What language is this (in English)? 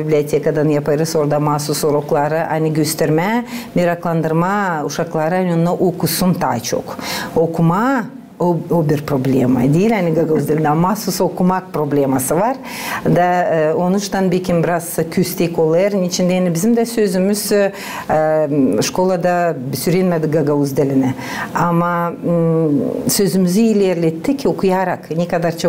Gagauz